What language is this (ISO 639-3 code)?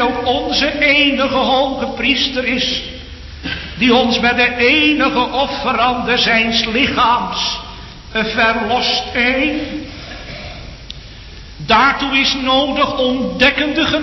nld